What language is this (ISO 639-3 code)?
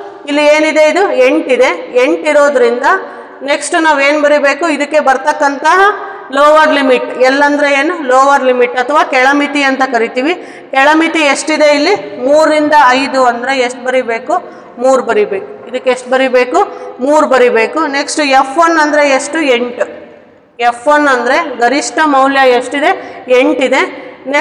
kan